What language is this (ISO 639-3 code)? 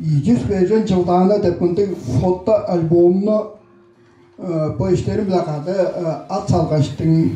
tyv